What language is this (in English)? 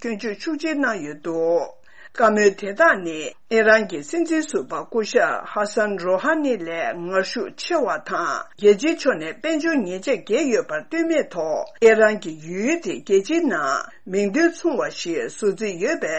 Tibetan